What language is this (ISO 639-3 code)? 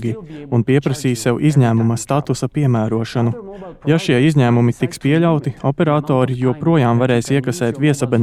lav